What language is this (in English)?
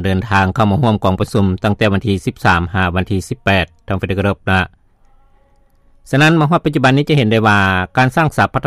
Lao